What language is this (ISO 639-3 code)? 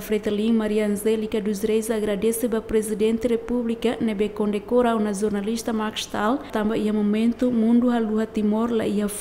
tet